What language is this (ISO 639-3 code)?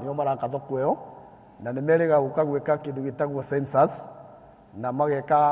kik